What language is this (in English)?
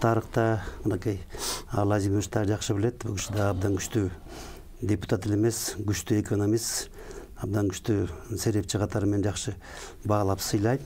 Kyrgyz